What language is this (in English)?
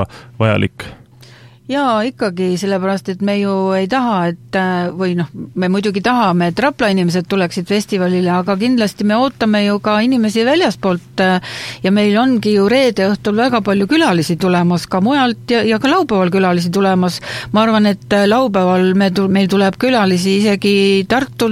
Estonian